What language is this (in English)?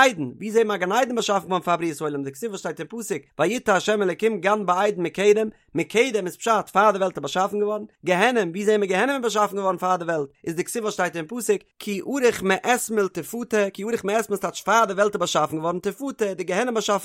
Yiddish